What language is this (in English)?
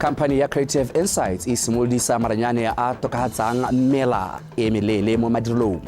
Tswana